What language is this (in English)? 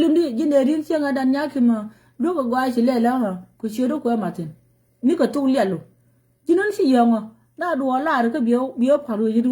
Nuer